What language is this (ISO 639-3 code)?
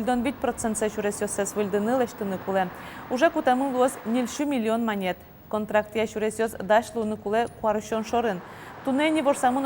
udm